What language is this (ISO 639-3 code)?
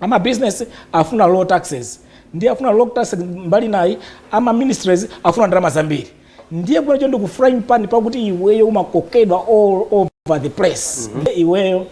nya